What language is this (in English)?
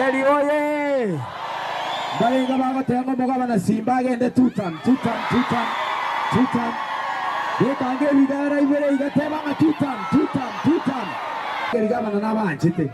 Gusii